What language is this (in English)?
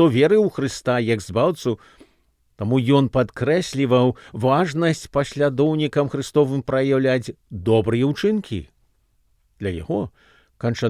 Belarusian